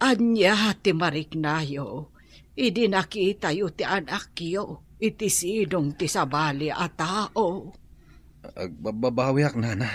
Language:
Iloko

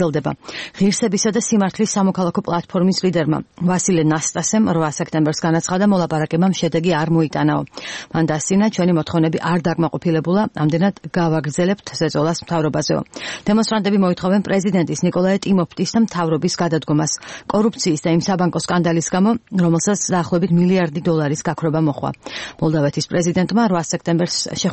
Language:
Georgian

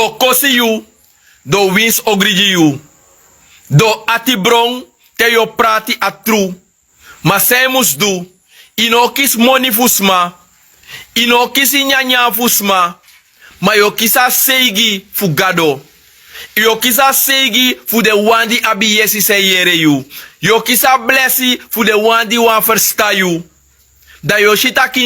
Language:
Sranan Tongo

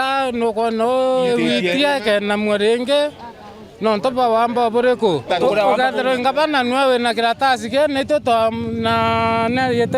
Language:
Meru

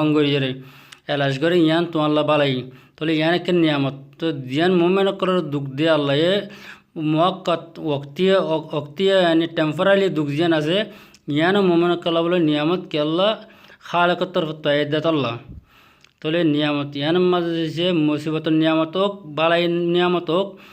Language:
Rohingya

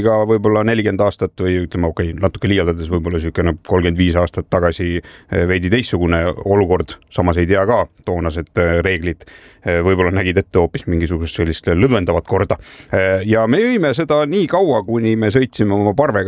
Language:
Estonian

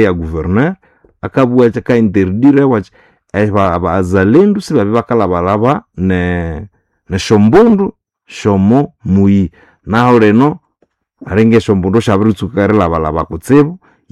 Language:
Nande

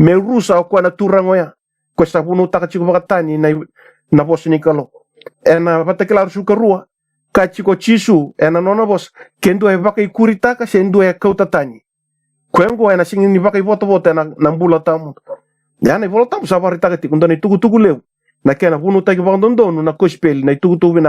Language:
Fijian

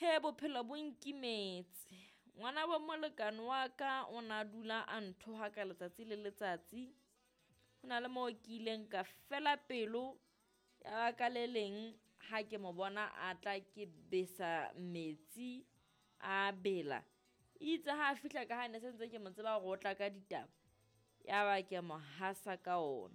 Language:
Southern Sotho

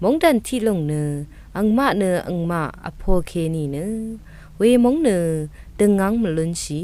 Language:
Rawang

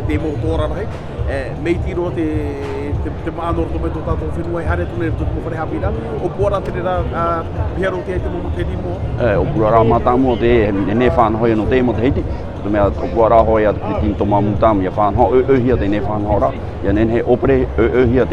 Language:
Tahitian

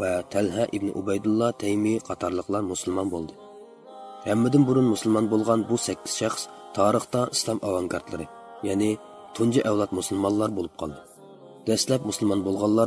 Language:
Uyghur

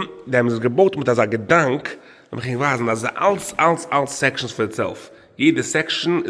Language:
Yiddish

